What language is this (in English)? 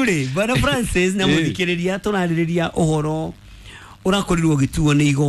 Kikuyu